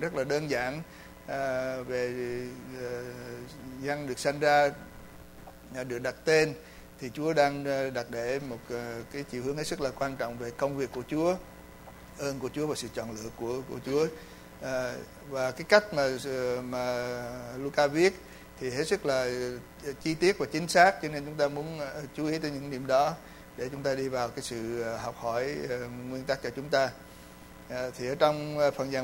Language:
Vietnamese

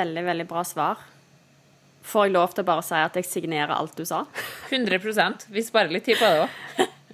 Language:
Norwegian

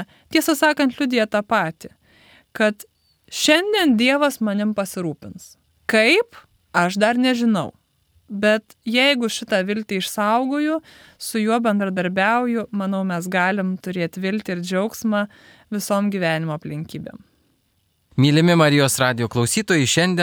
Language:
Lithuanian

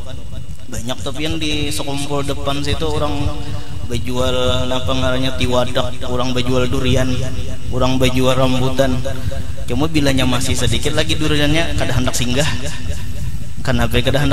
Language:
Banjar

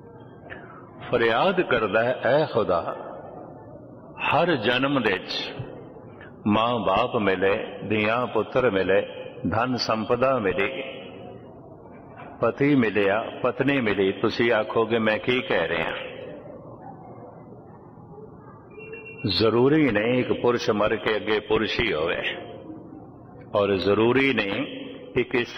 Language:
Punjabi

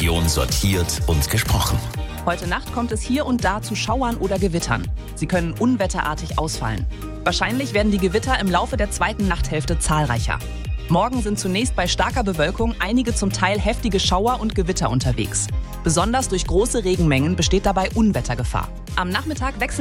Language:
German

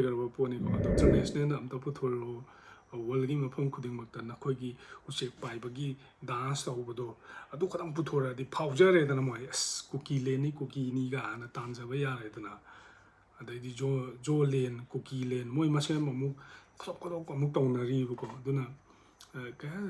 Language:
Manipuri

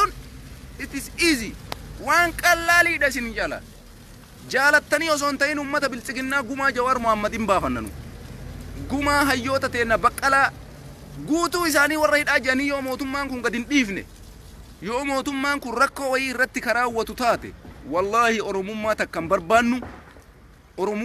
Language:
Oromo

